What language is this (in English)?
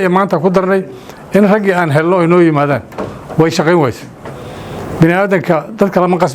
Somali